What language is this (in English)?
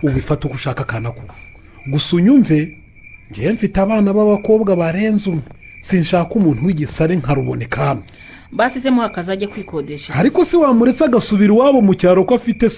Kinyarwanda